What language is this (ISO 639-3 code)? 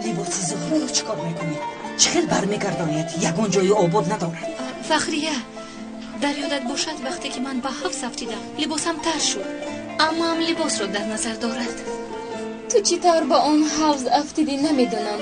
tgk